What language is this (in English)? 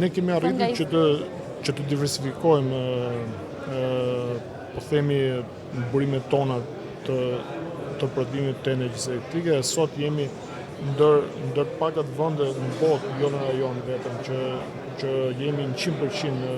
Albanian